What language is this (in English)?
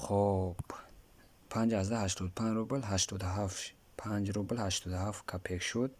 Tajik